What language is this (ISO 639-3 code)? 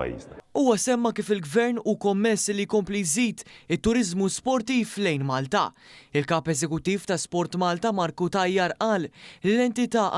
mlt